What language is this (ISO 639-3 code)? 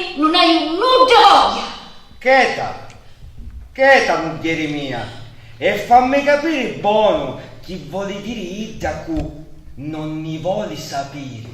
scn